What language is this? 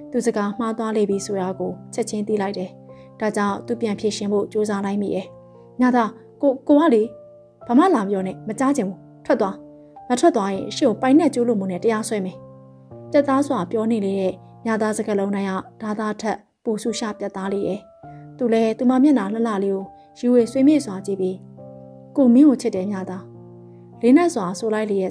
Burmese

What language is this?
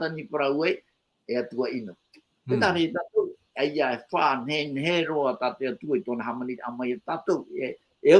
Tahitian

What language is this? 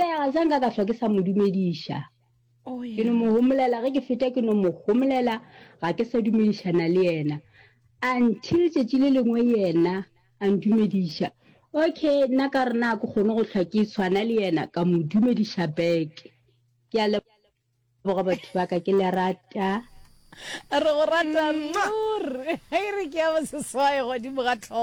Northern Sotho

